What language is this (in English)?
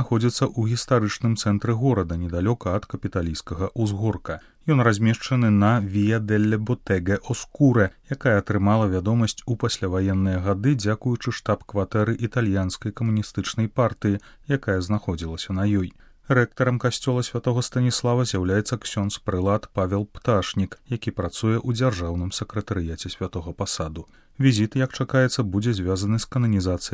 Belarusian